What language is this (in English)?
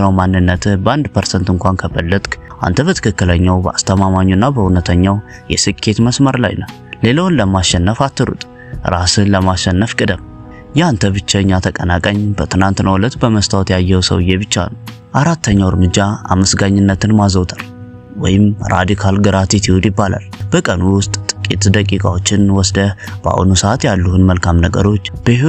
Amharic